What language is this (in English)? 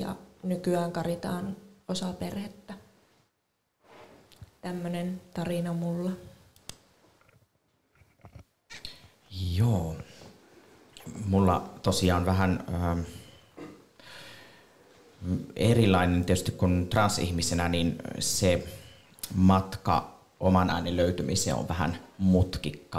Finnish